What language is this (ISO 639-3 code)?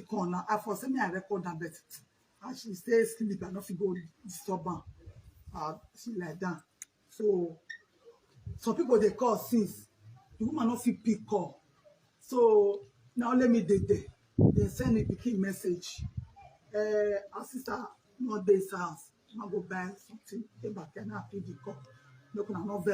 pcm